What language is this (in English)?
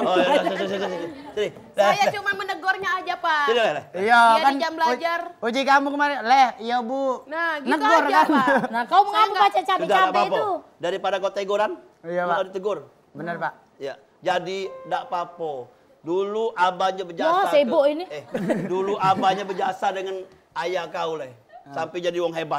Musi